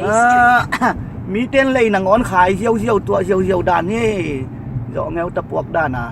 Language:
Tedim Chin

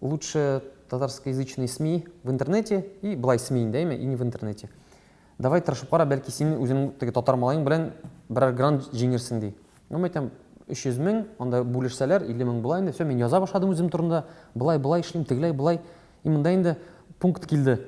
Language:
Tatar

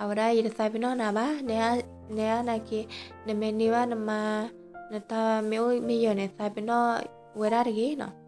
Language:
S'gaw Karen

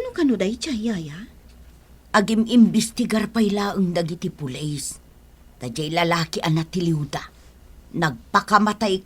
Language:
Iloko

